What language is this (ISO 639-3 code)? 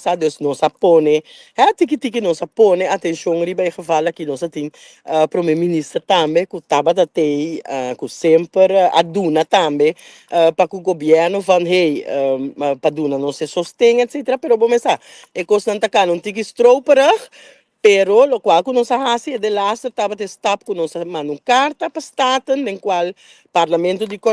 pap